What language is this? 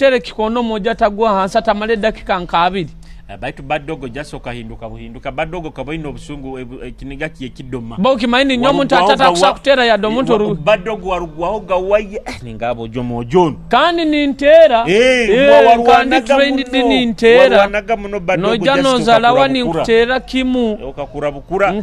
Nyoro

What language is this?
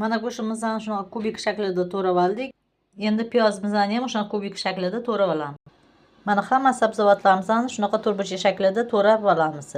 Uzbek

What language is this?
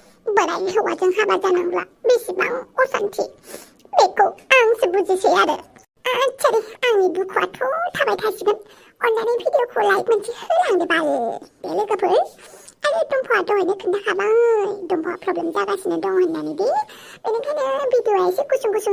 Bodo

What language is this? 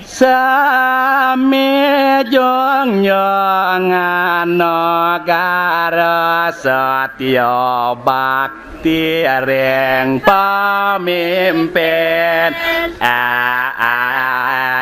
Balinese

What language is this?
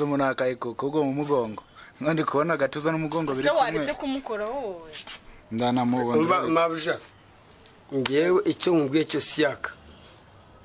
Kinyarwanda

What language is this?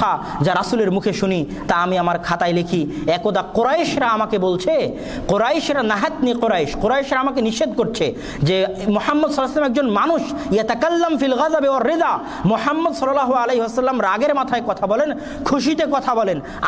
Bangla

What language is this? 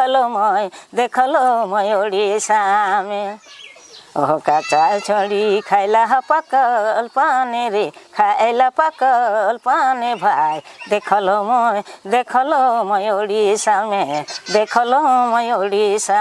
Sadri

